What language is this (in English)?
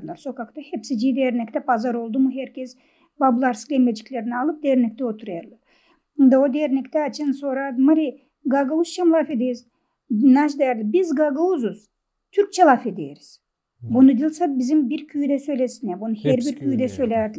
Gagauz